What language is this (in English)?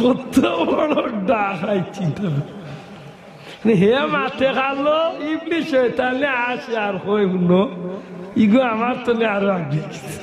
Sylheti